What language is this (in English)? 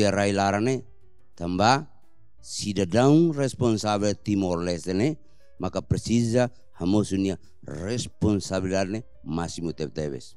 Tetum